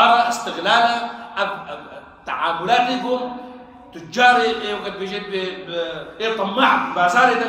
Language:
Kurdish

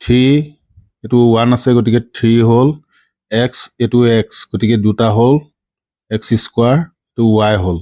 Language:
Assamese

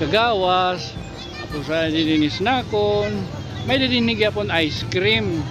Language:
Waray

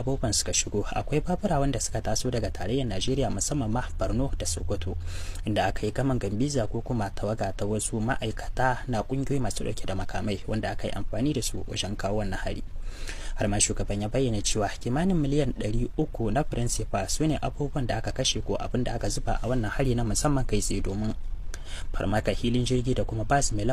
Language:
Hausa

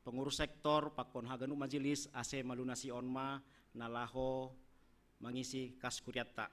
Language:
Batak Simalungun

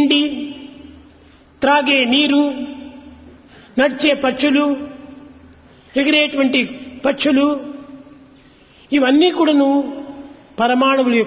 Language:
Telugu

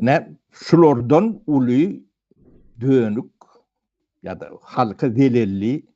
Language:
Turkmen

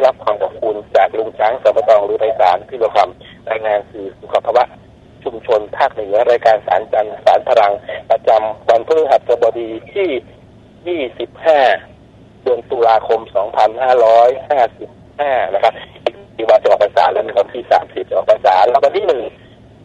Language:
Thai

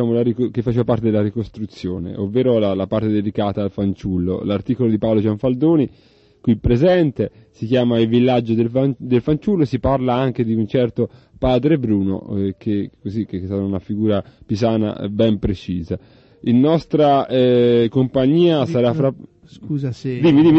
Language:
Italian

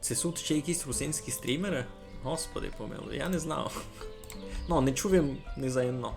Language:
Rusyn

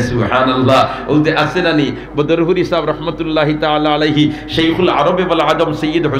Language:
Sylheti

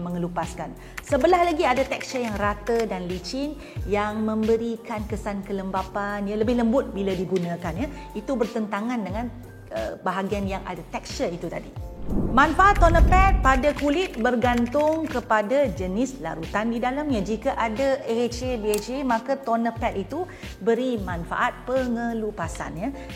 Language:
Malay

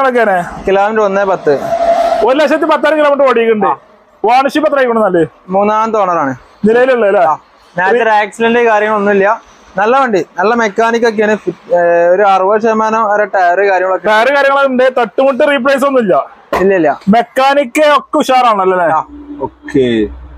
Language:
Malayalam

